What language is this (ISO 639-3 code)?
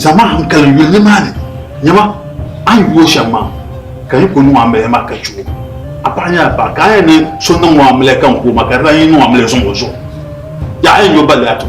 dag